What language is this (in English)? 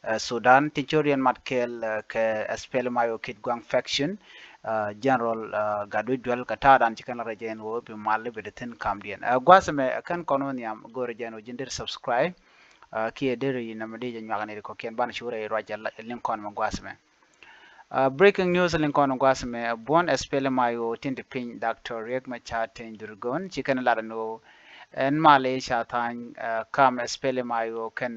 Nuer